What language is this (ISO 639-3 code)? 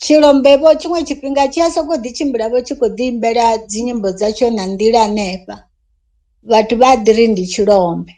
ven